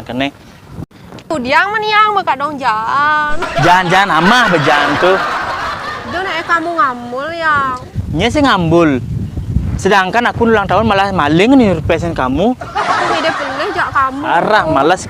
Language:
Balinese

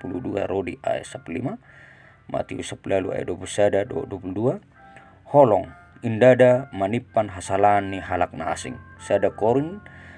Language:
Batak Toba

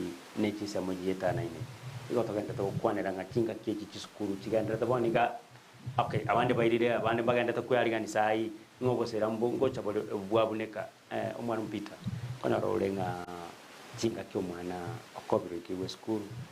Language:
Gusii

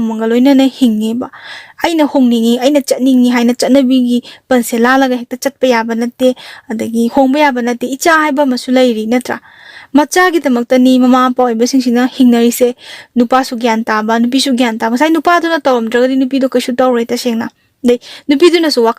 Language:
Manipuri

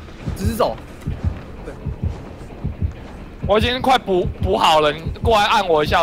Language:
Chinese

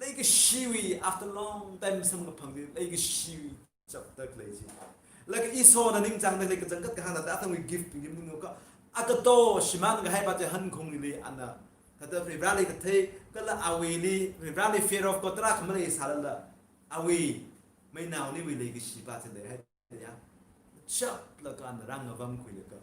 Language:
Tangkhul Naga (India)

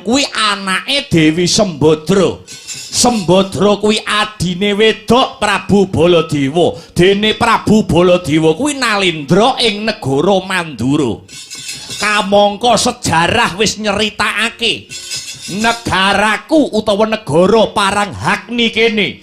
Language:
Javanese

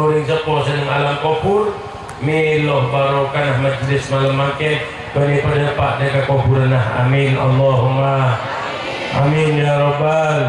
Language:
Madurese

